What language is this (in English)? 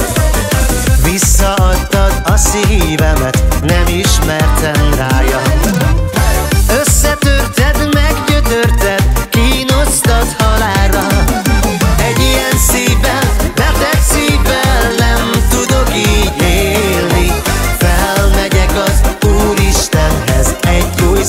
Hungarian